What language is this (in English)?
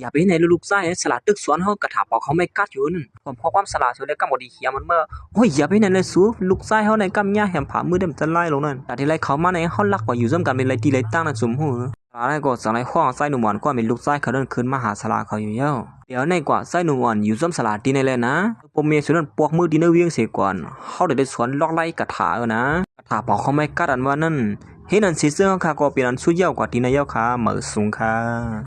Shan